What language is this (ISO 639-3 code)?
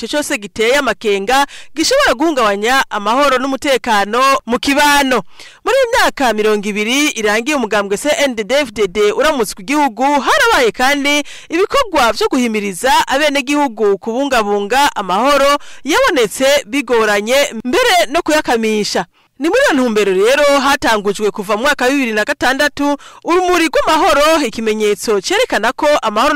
run